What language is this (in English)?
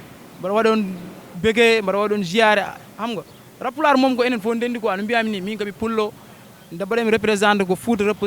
Fula